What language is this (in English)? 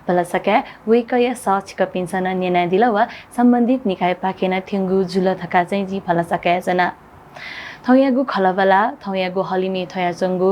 Newari